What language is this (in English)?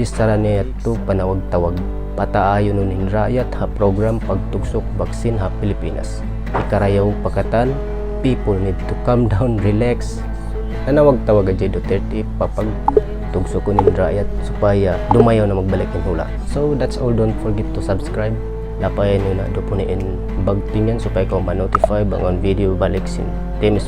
Tausug